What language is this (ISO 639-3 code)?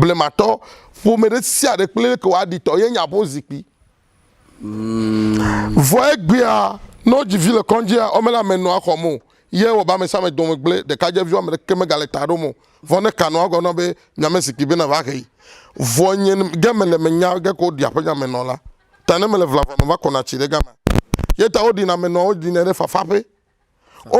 ewe